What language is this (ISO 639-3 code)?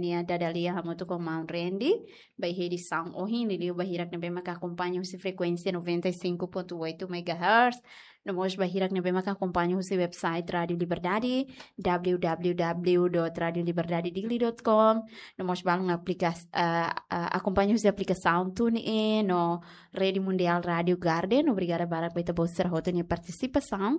tet